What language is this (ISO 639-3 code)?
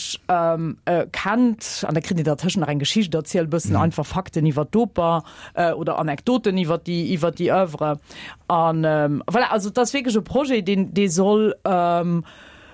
ltz